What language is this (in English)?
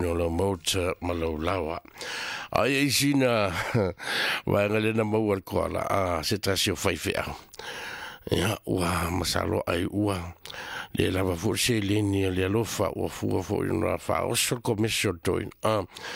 Samoan